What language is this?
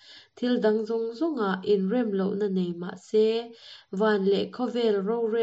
Mizo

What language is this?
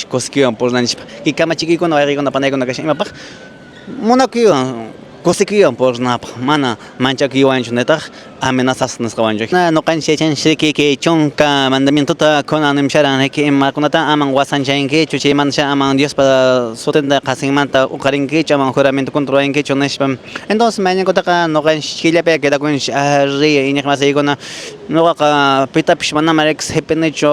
Quechua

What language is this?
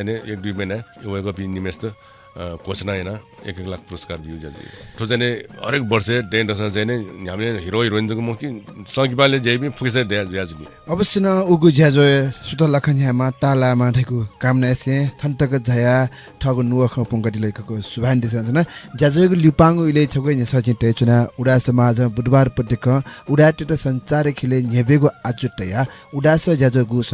Newari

